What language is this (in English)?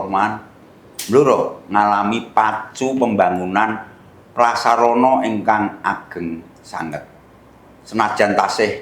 Javanese